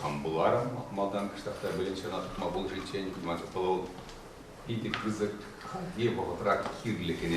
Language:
Chuvash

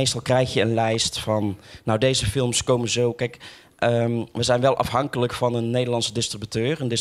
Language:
Dutch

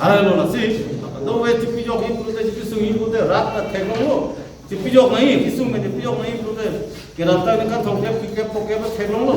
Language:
Karbi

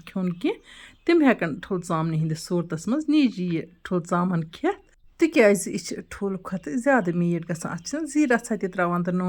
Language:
Kashmiri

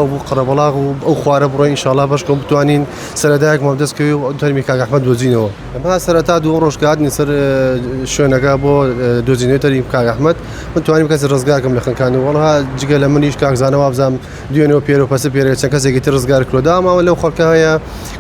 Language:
Central Kurdish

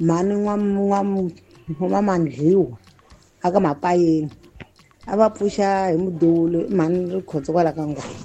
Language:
Tsonga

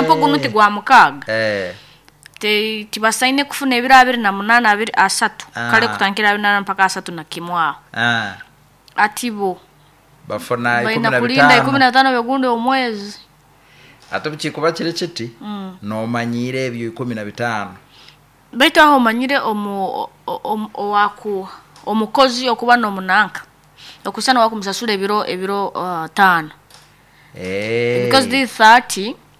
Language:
Nyoro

